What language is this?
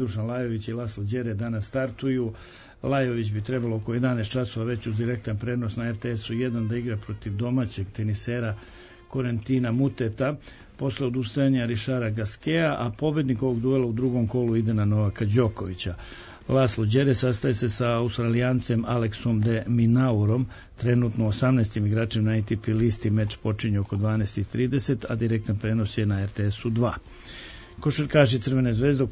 Serbian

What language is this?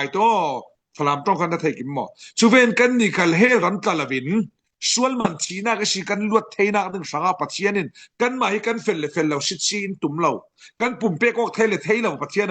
Falam Chin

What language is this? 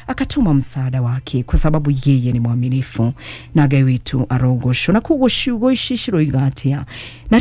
Kikuyu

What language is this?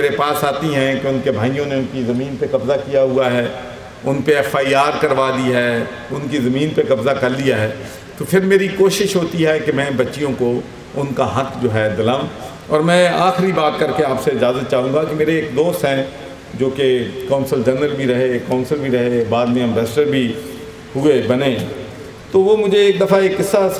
Urdu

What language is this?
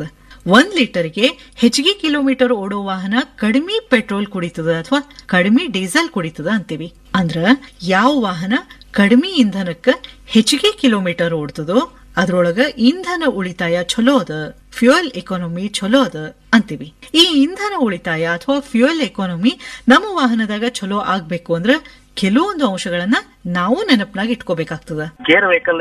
Kannada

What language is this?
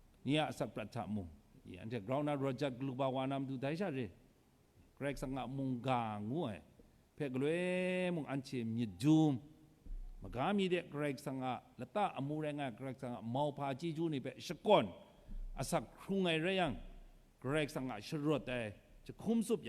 Kachin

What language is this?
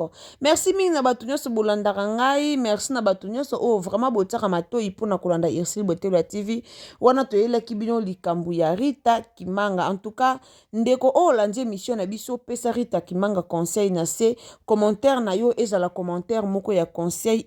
Lingala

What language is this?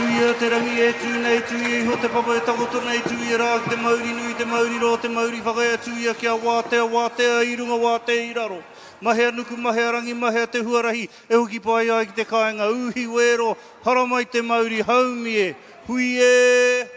Māori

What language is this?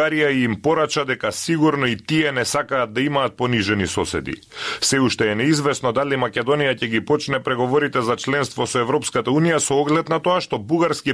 Macedonian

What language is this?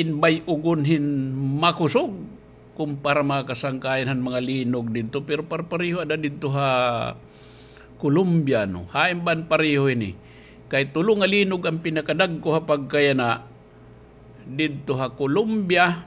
Waray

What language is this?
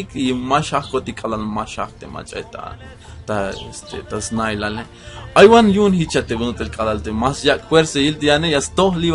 Tzeltal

